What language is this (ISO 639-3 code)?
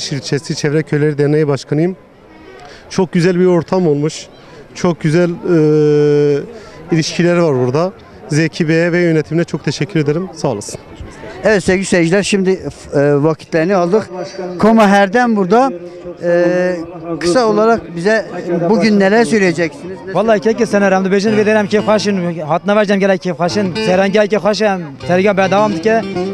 kur